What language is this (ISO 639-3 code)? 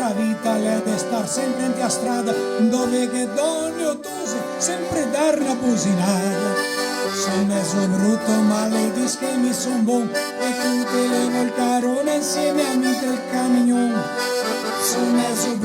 vec